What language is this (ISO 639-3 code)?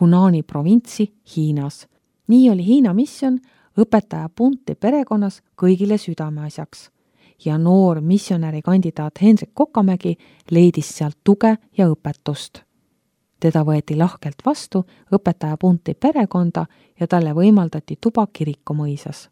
est